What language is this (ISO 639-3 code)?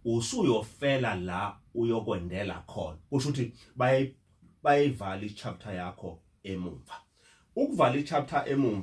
zul